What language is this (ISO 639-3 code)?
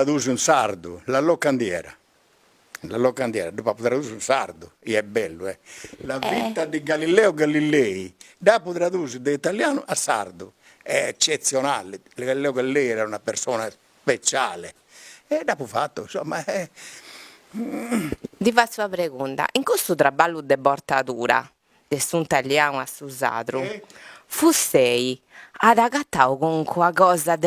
srd